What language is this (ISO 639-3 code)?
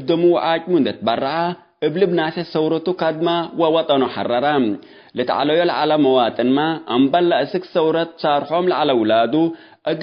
tig